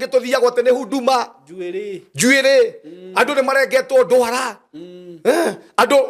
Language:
Kikuyu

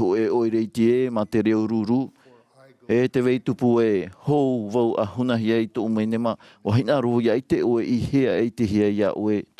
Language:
Tahitian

